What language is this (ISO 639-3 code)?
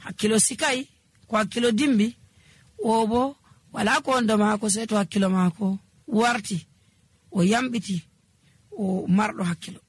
fuv